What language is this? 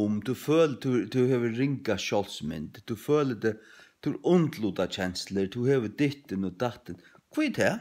Faroese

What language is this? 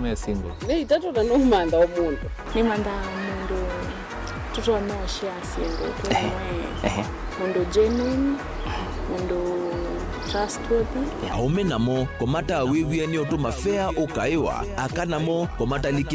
Kamba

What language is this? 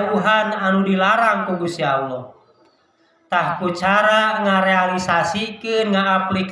Sundanese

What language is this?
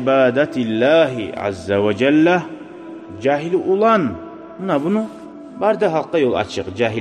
Kumyk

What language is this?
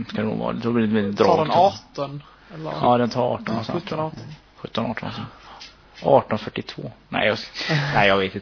Swedish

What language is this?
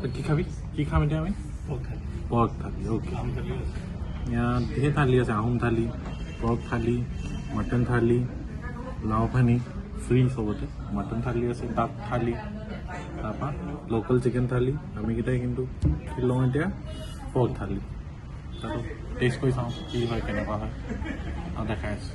Assamese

